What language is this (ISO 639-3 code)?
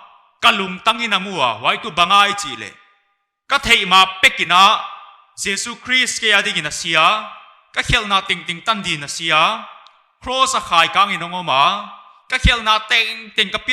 pck